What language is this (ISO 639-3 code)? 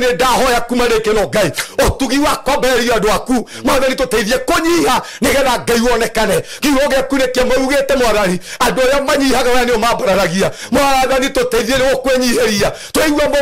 kik